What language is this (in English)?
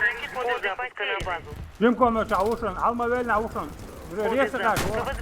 Chechen